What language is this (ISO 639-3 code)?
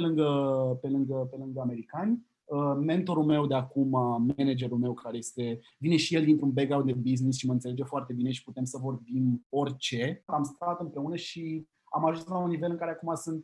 ron